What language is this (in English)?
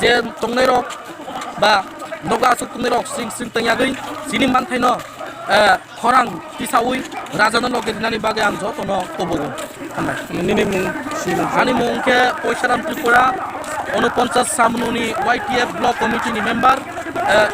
Kok Borok